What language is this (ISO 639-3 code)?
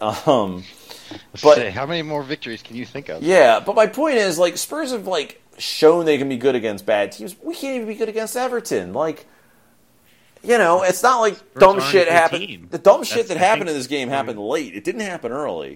eng